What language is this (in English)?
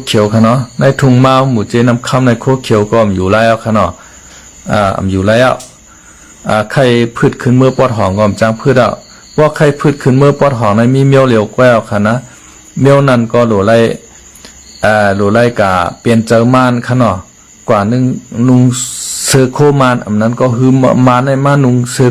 Shan